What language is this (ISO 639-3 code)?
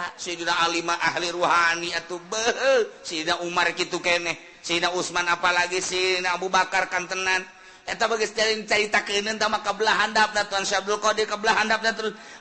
sun